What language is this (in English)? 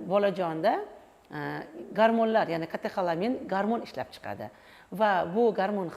Uzbek